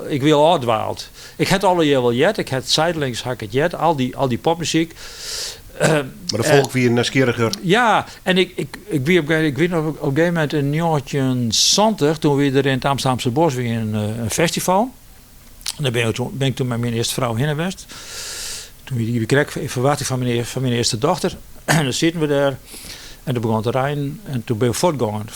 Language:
Western Frisian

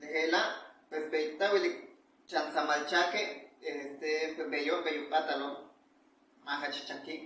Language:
Yucateco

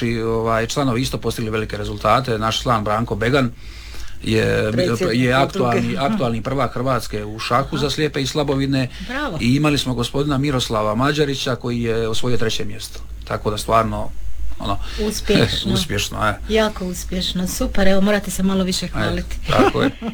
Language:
Croatian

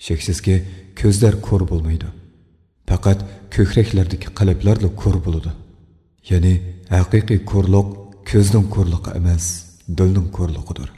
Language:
Uyghur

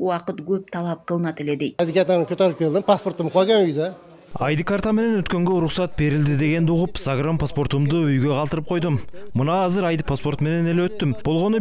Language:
Kyrgyz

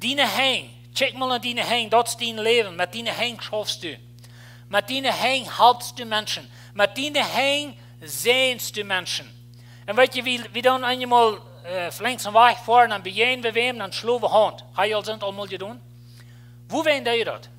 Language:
Plautdietsch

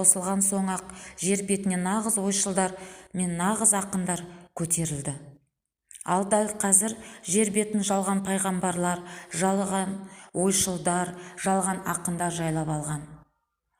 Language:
Kazakh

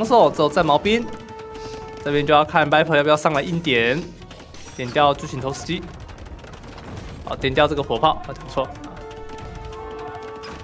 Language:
Chinese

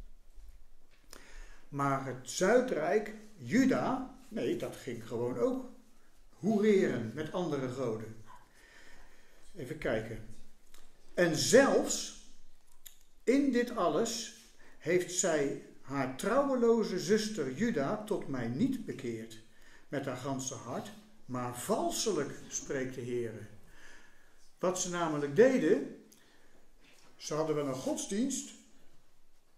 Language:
Dutch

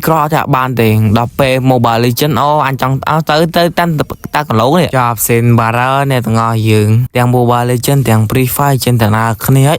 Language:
Khmer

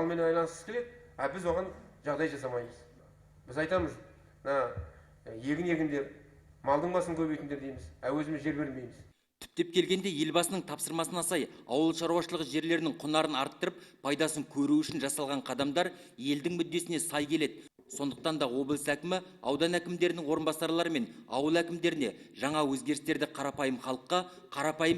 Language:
Kazakh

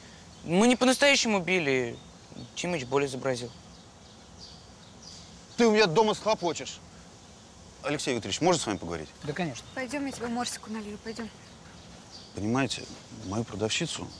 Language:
Russian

